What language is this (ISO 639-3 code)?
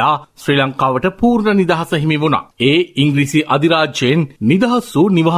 sin